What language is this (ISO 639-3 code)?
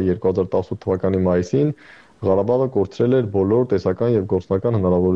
hye